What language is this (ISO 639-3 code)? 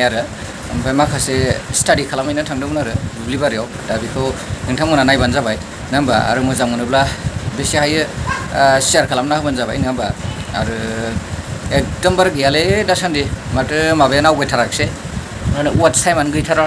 brx